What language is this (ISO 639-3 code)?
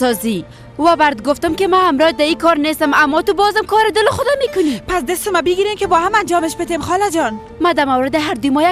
fas